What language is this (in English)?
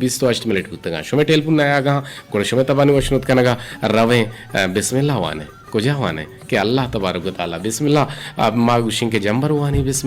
Eastern Balochi